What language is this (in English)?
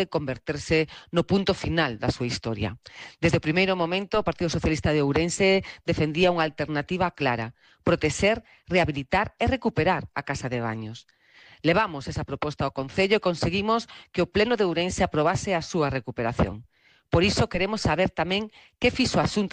Galician